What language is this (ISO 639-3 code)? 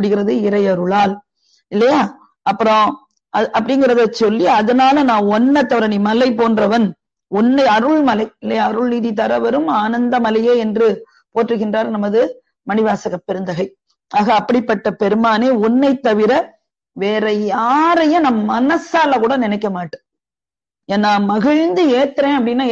tam